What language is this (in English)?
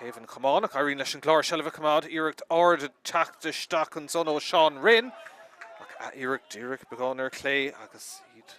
Irish